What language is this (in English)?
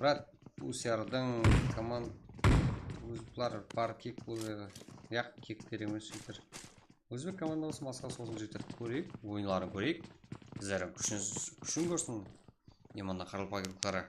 Kara-Kalpak